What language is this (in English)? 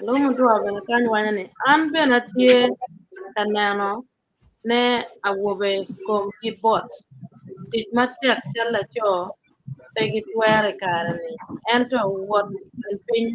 Acoli